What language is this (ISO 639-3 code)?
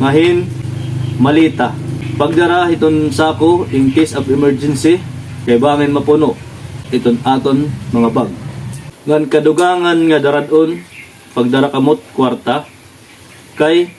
war